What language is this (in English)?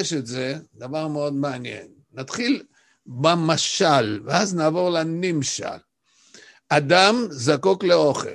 Hebrew